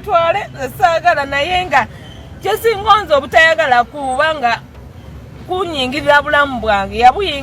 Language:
Ganda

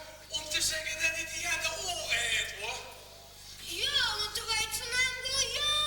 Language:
Limburgish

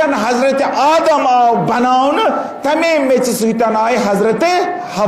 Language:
Kashmiri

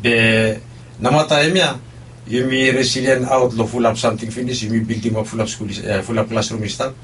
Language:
Bislama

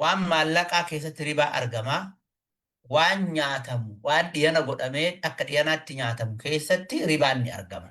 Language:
Oromo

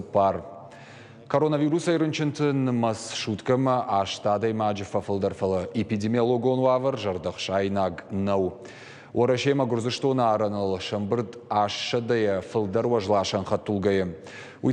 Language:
Ossetic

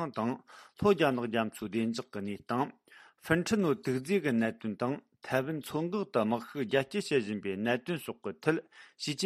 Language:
Tibetan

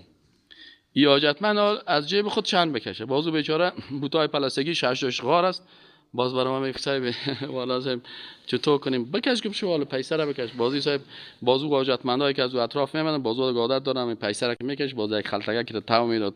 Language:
Persian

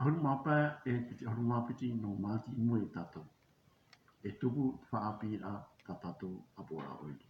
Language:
Tahitian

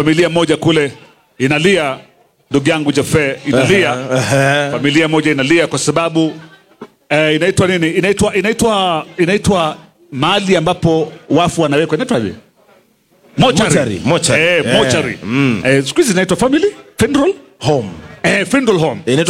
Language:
Swahili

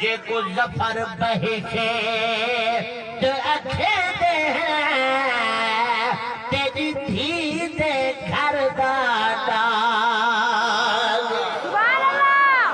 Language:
Saraiki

